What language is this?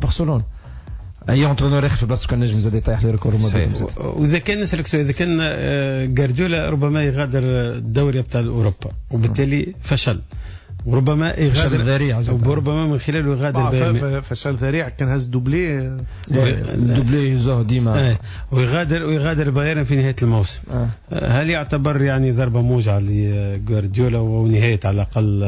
Tunisian Arabic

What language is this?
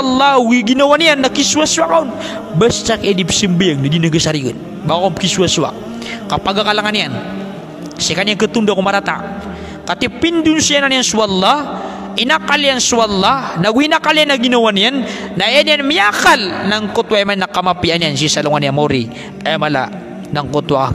Maranao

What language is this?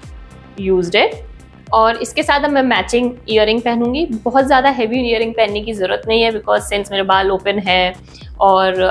Hindi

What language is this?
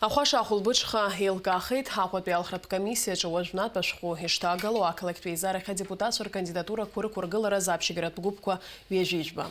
Abkhazian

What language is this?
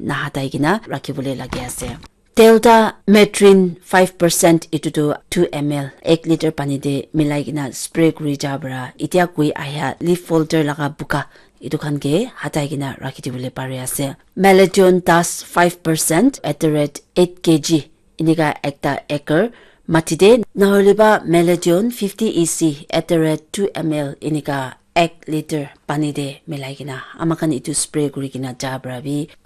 Naga Pidgin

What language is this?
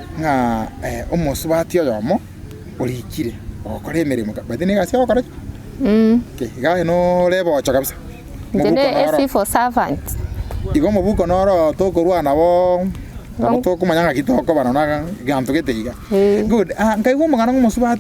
Gusii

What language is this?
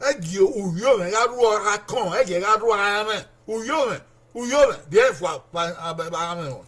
Bini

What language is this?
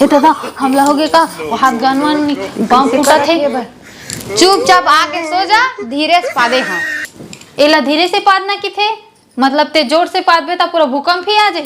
Chhattisgarhi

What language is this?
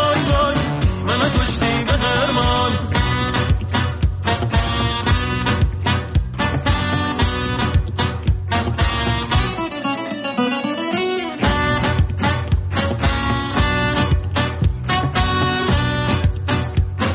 Persian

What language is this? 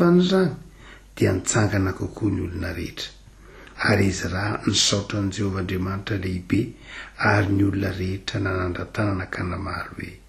Malagasy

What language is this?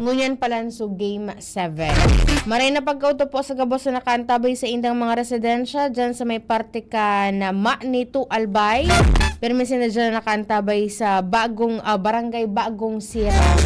Bikol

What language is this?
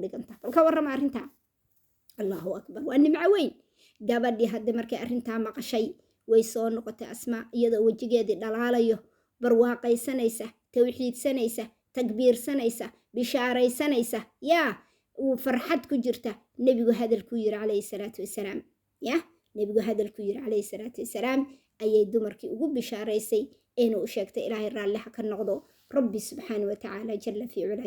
Somali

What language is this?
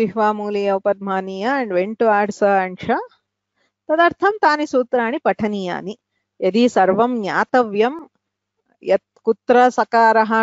Sanskrit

